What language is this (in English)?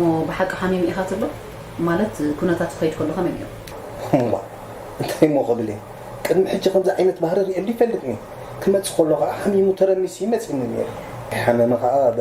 Tigrinya